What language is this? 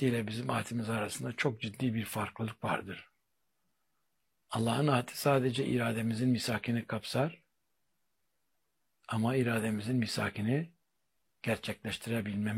Turkish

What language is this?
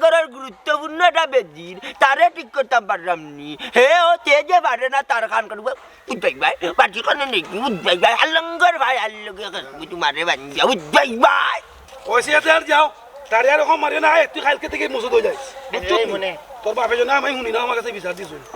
Sylheti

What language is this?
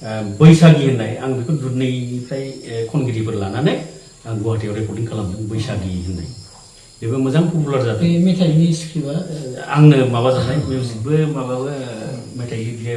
Bodo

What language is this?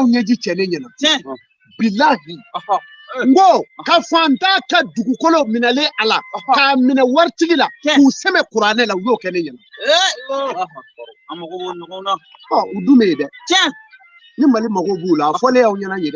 Bambara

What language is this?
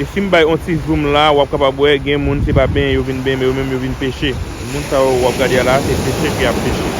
Haitian Creole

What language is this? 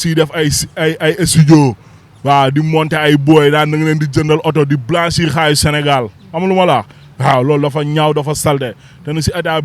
Wolof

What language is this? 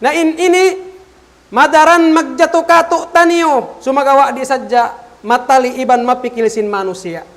Tausug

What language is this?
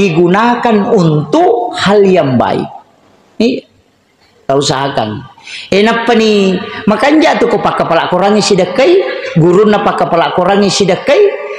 Buginese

